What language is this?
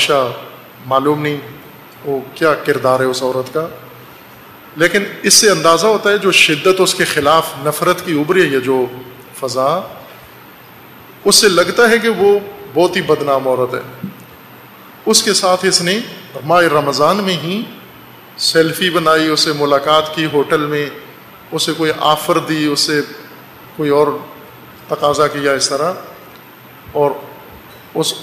Urdu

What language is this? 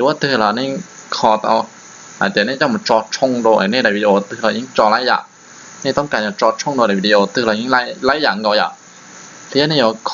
Hmong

